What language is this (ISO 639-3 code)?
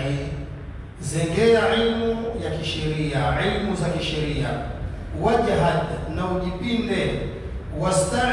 swa